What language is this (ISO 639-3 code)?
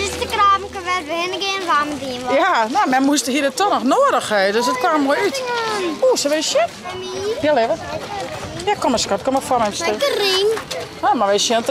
fry